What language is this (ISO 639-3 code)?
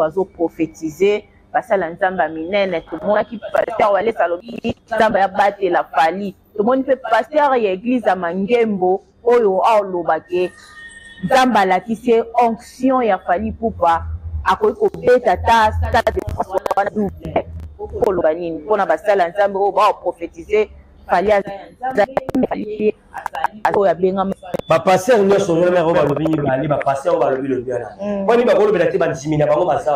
lin